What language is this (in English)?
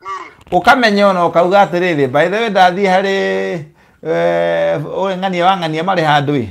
Kikuyu